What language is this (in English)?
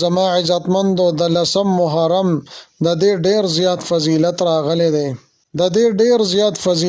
Pashto